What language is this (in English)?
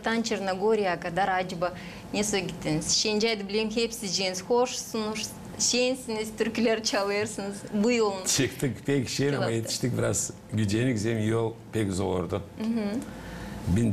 Gagauz